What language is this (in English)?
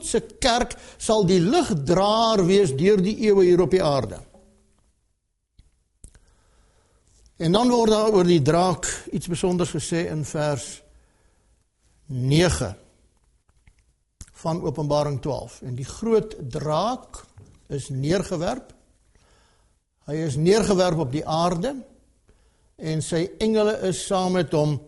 Afrikaans